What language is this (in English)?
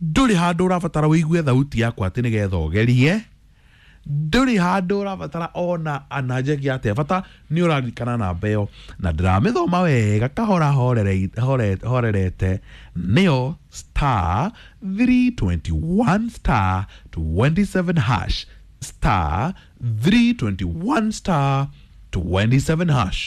Kikuyu